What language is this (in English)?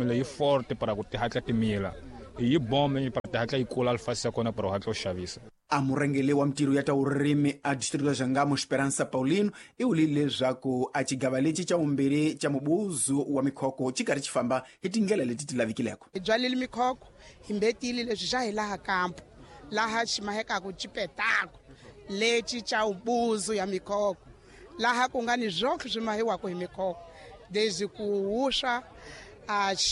Tsonga